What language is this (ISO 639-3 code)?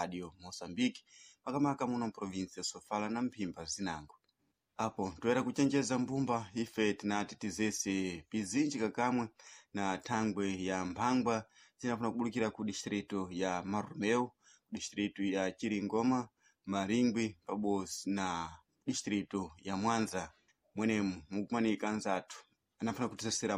seh